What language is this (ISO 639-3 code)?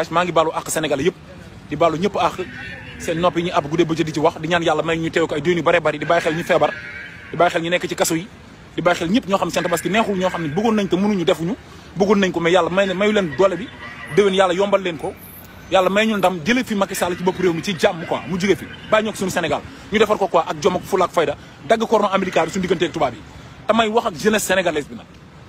wol